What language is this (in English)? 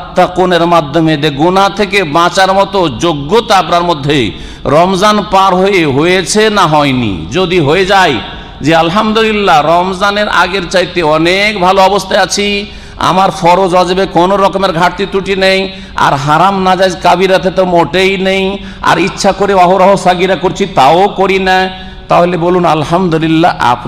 Bangla